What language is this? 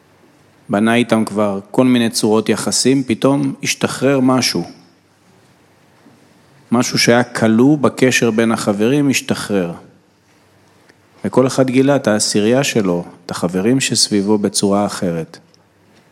Hebrew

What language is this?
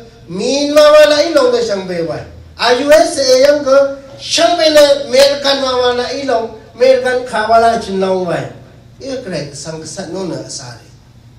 Rawang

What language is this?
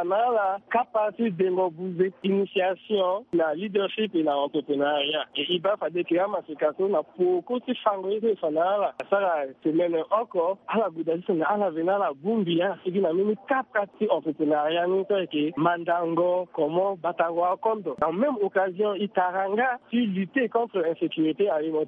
Sango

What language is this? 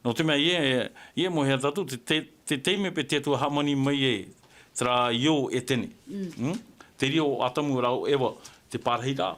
Tahitian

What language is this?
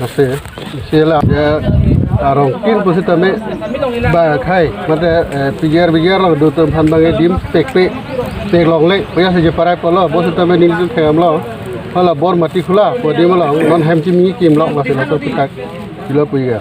Karbi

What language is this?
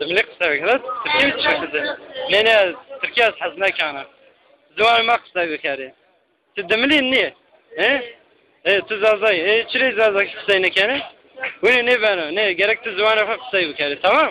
Zaza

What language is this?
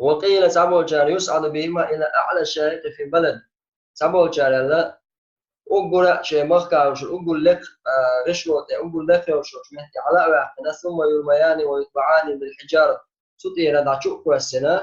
Chechen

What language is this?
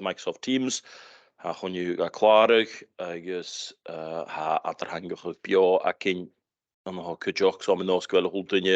Scottish Gaelic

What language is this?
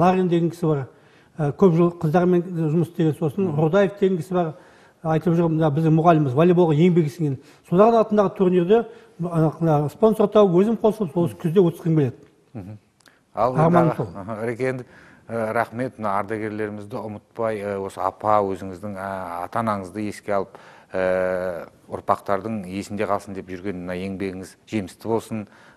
Kazakh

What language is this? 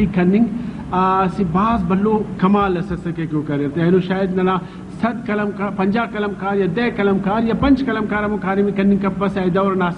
Brahui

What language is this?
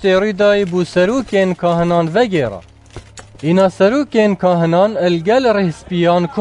Kurdish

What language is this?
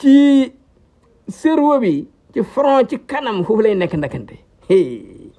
Wolof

